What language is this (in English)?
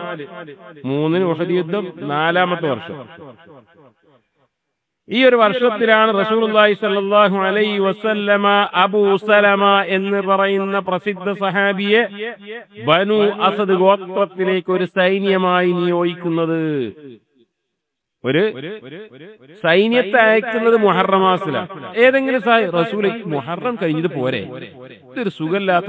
Malayalam